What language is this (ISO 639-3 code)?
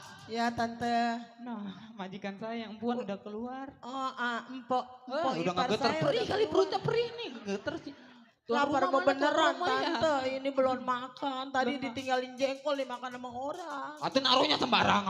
bew